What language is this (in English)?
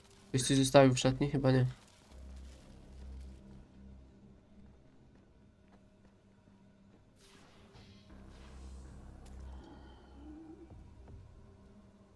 Polish